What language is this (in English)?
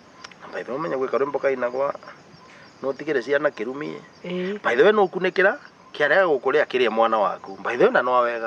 Kikuyu